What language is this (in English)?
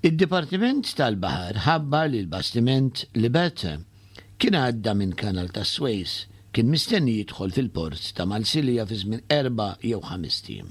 Maltese